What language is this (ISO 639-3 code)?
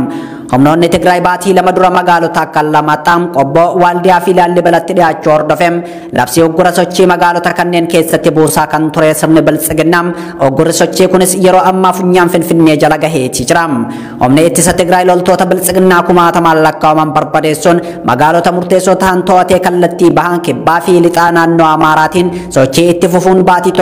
orm